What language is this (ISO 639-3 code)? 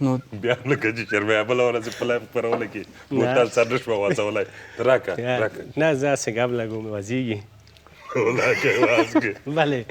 pus